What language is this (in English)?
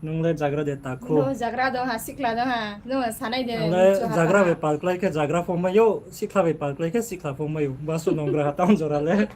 Riang (India)